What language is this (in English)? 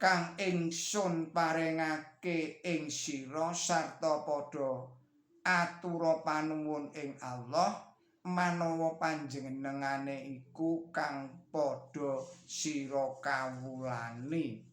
Javanese